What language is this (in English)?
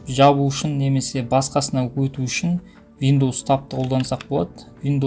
Kazakh